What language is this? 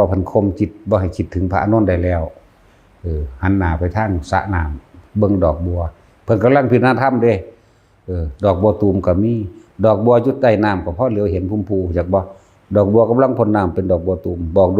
Lao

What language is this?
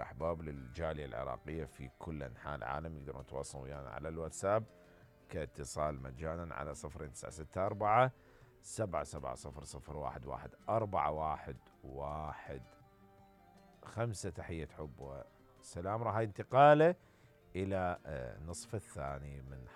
Mesopotamian Arabic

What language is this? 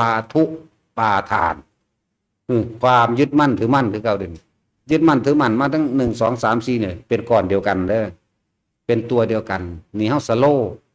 Northeastern Thai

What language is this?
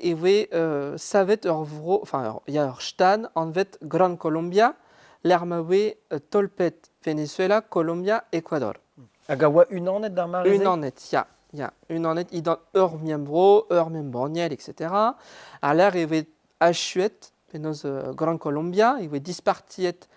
Breton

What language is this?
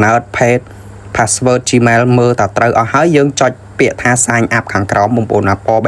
Khmer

